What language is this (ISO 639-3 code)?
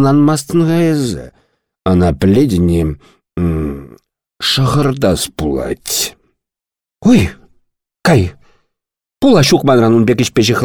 chv